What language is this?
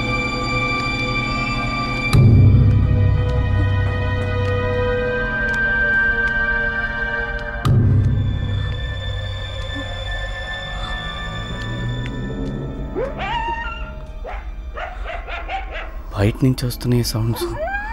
Telugu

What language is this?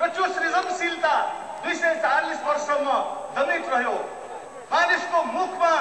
Nepali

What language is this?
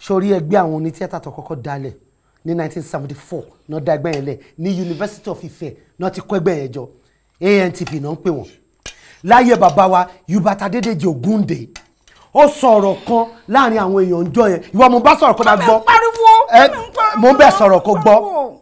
Yoruba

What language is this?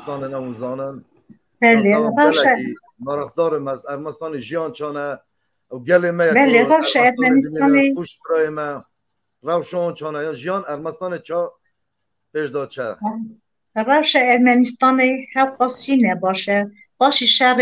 Kurdish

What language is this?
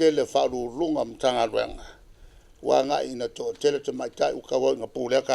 Samoan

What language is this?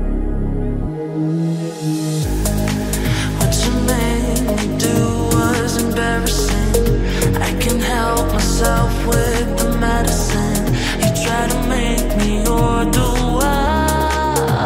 English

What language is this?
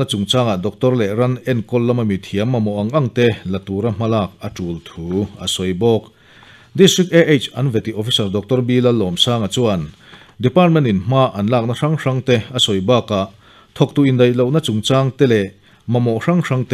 Mizo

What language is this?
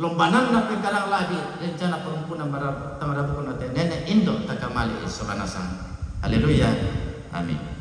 Toraja-Sa'dan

